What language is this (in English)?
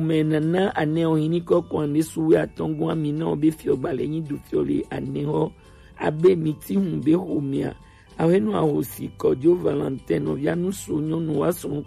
Gen